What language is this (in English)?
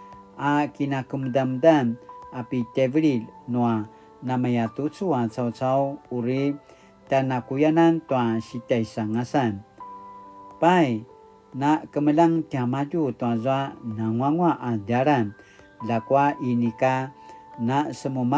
Paiwan